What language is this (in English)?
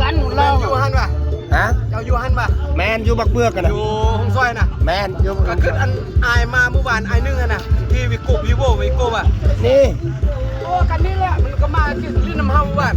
Lao